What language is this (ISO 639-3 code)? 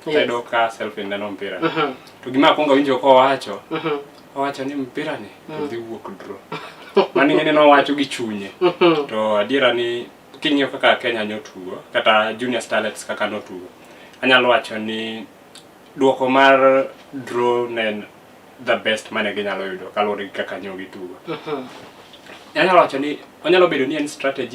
luo